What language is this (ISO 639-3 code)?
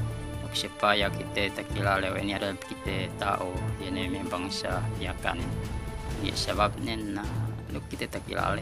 yka